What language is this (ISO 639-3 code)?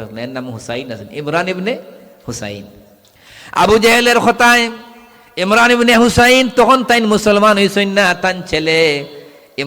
syl